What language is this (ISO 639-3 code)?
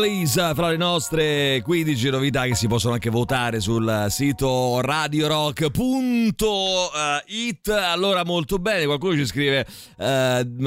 ita